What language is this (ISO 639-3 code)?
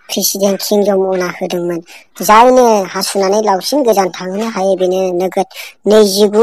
brx